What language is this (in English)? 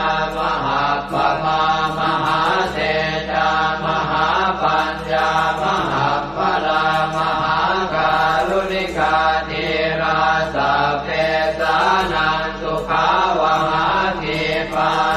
Pali